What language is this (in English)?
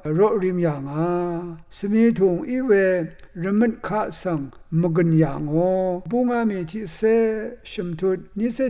Rawang